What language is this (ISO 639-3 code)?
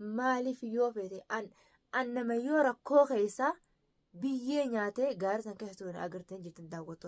orm